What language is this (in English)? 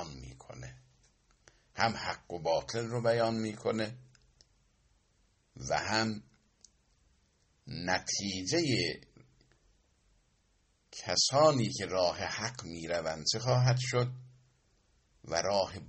Persian